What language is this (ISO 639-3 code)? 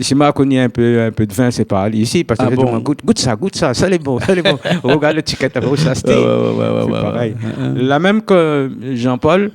rcf